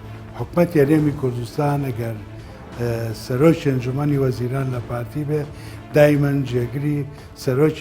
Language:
Central Kurdish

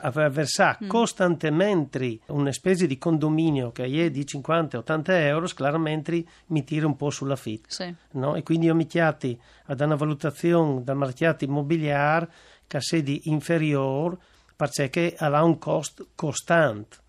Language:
Friulian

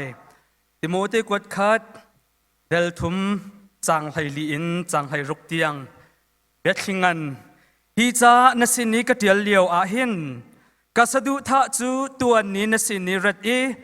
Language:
Hakha Chin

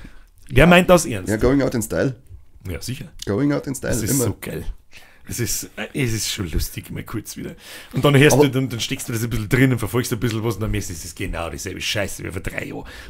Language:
Bavarian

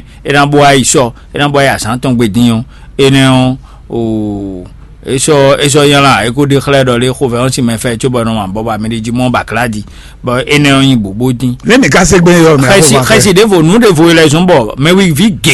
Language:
Fon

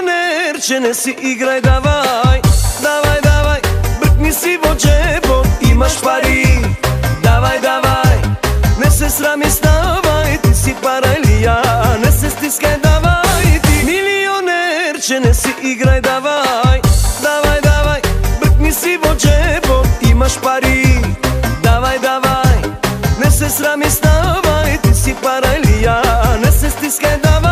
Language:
Macedonian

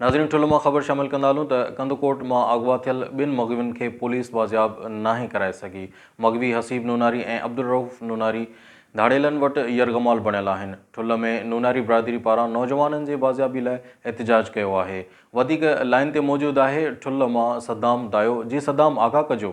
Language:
Sindhi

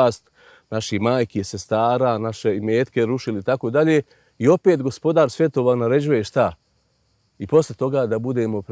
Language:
Bosnian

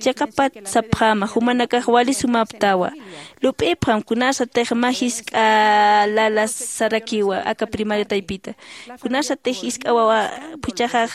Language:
Aymara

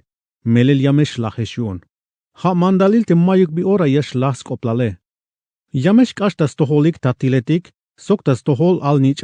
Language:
Tzeltal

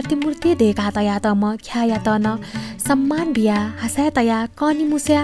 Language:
Newari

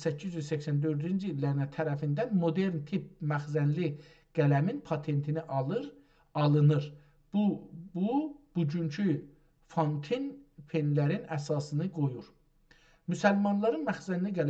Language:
South Azerbaijani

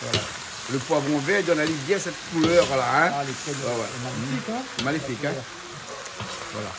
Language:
Réunion Creole French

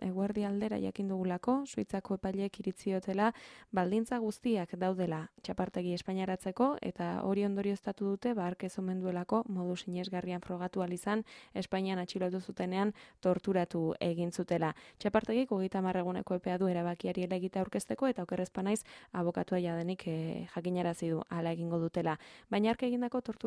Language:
Basque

